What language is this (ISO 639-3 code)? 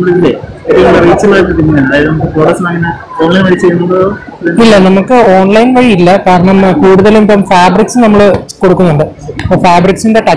mal